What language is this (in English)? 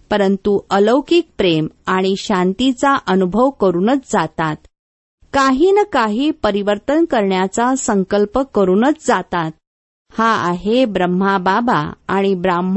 Marathi